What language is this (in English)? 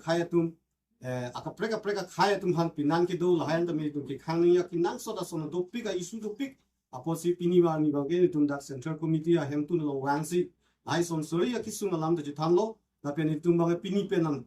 Karbi